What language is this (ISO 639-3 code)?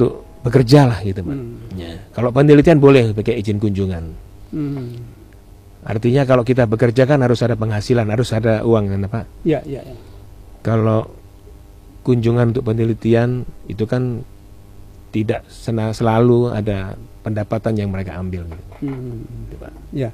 ind